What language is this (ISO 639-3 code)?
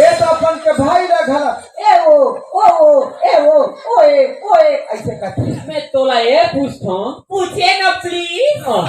hne